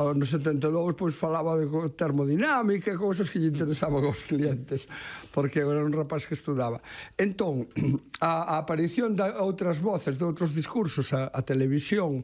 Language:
Galician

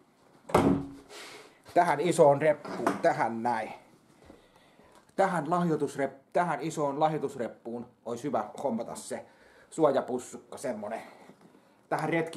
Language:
Finnish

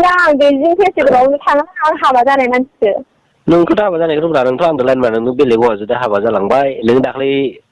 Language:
Bodo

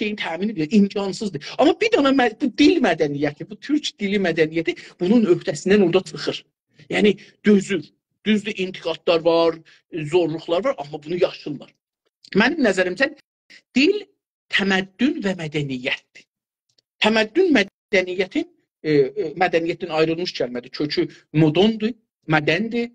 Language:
South Azerbaijani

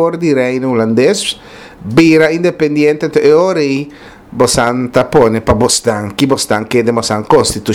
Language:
Papiamento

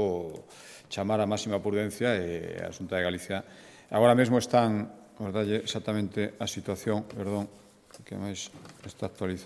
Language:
Galician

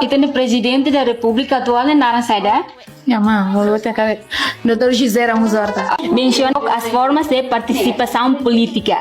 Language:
Tetum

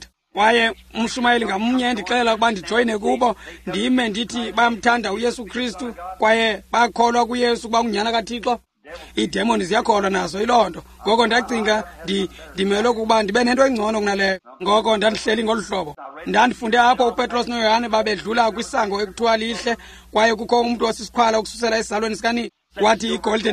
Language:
Xhosa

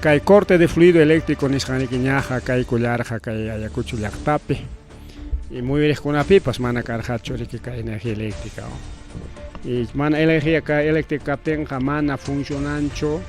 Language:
Ayacucho Quechua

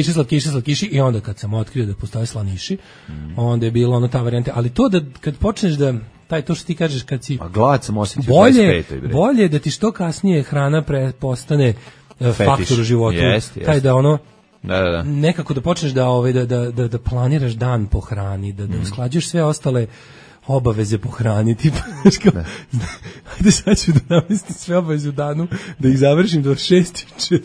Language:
Serbian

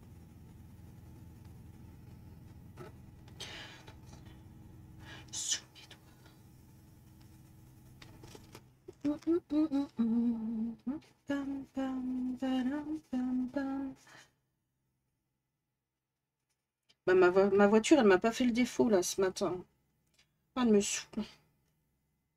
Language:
French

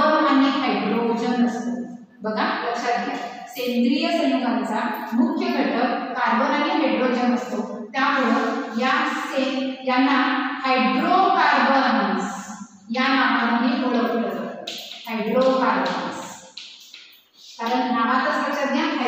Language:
Marathi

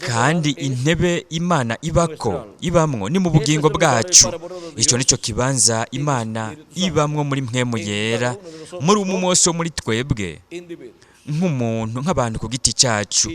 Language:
Rundi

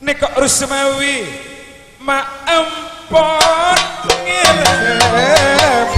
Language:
Madurese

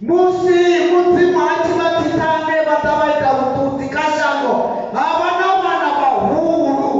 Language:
Venda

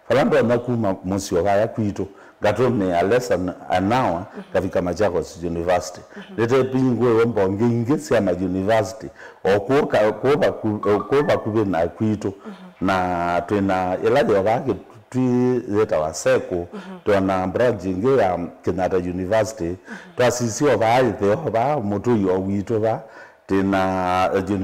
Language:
Kamba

